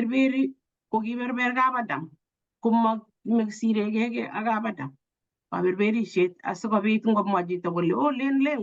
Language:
Kalenjin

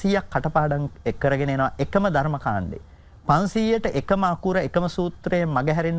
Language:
Sinhala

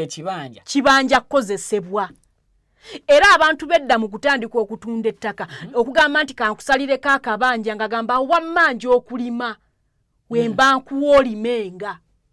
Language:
Ganda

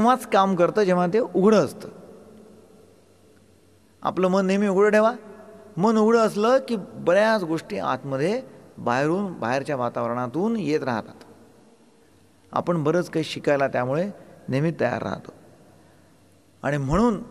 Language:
Marathi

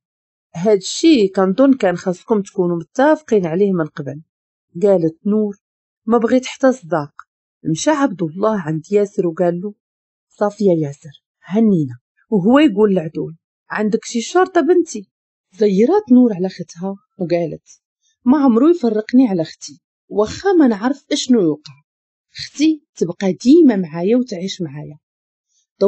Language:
Moroccan Arabic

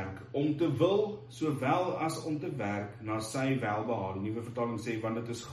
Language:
Afrikaans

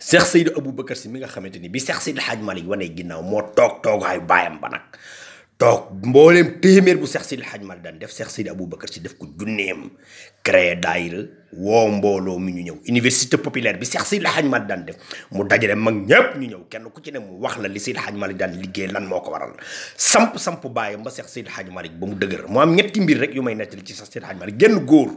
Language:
Wolof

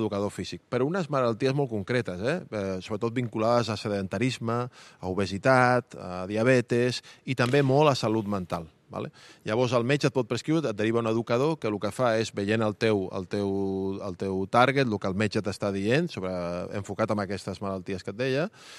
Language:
Catalan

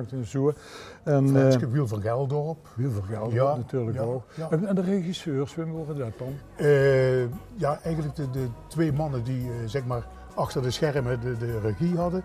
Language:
Limburgish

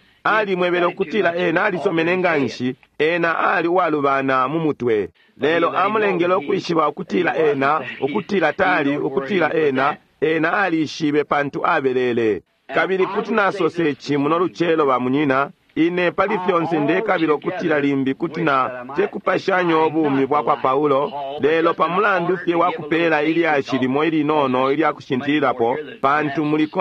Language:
Bemba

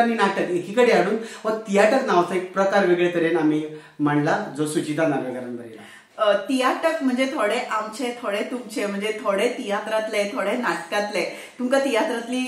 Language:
Konkani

